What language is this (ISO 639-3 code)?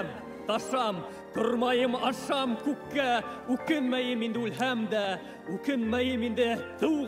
bak